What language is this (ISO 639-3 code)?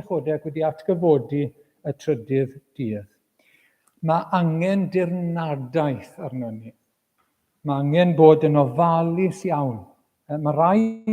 cym